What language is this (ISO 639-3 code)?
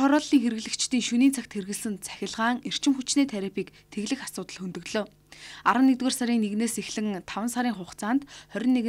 mon